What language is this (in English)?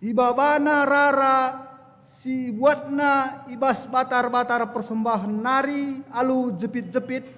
Batak Karo